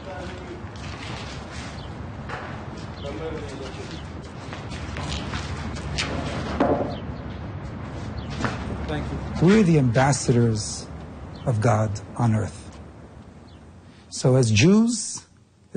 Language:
Hebrew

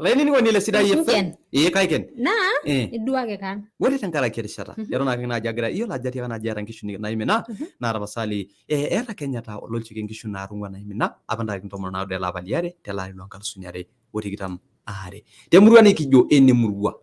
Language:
Masai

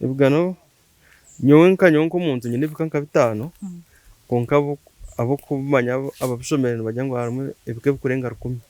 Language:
Nyankole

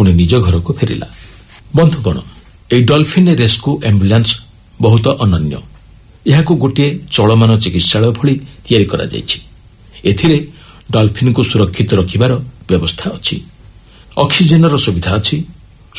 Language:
Odia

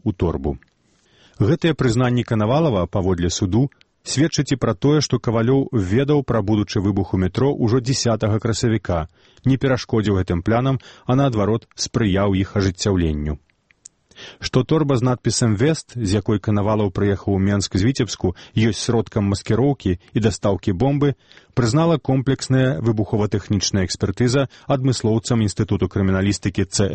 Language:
Belarusian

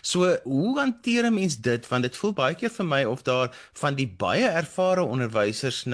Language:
Afrikaans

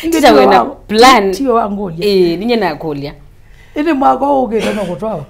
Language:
Kamba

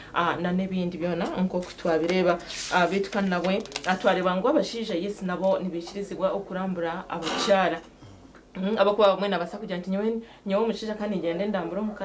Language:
Nyankole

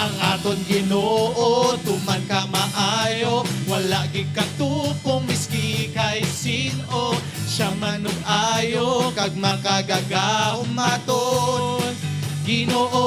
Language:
Hiligaynon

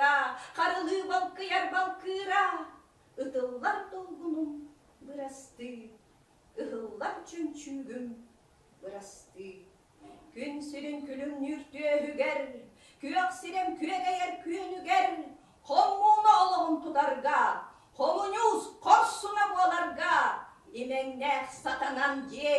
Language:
Yakut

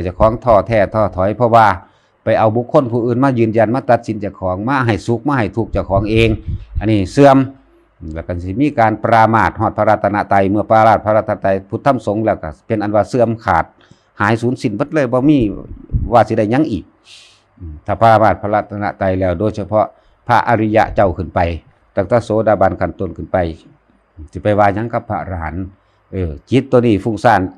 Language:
Lao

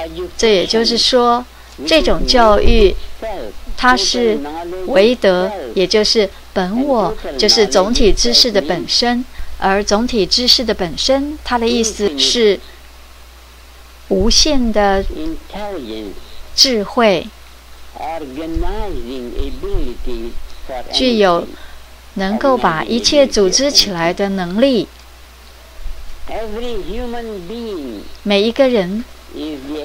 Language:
Chinese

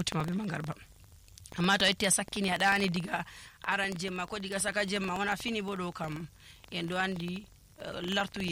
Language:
Nigerian Fulfulde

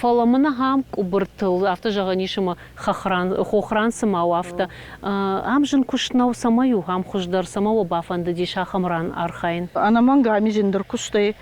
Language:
Ossetic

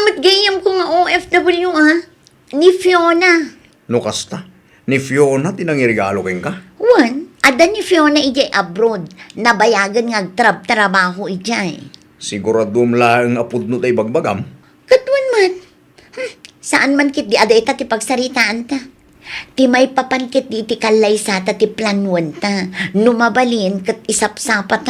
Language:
Iloko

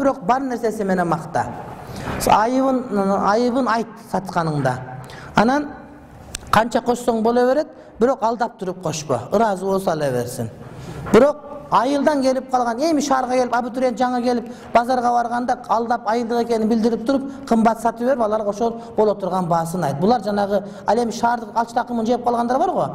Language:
Kyrgyz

